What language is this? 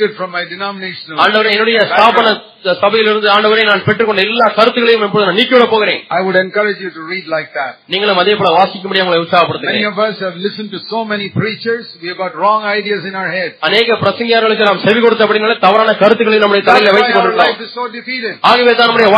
Tamil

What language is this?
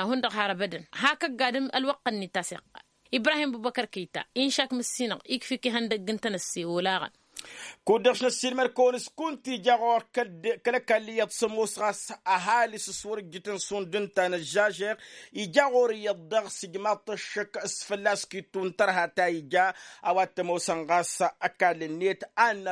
Tamasheq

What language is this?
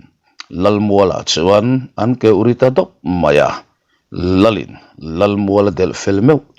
Mizo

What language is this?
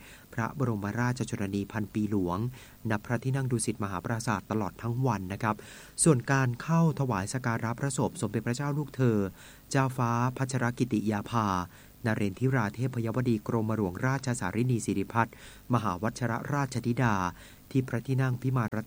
Thai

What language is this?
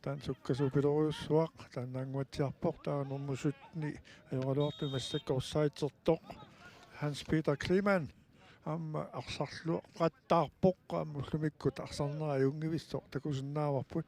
Kalaallisut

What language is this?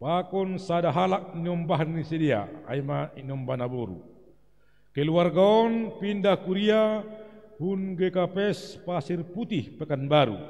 Batak Simalungun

